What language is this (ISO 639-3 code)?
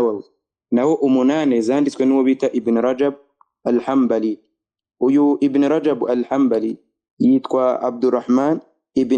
kin